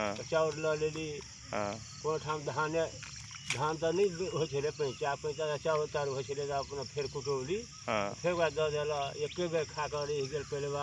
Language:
Magahi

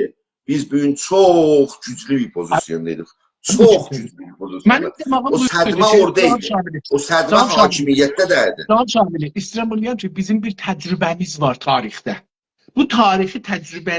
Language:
South Azerbaijani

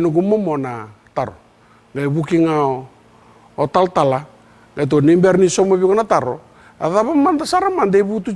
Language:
Fijian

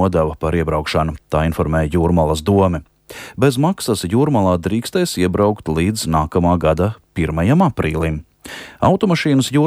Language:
Latvian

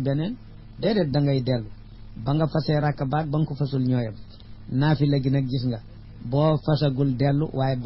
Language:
Wolof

